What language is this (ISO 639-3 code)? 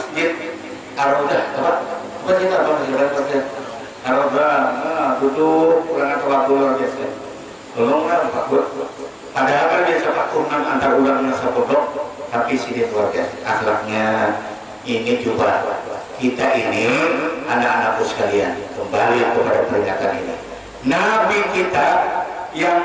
bjn